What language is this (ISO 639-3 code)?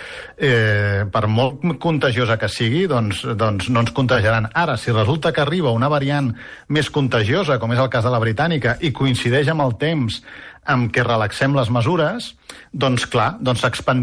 cat